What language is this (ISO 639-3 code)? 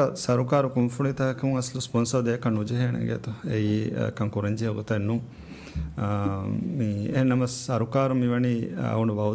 div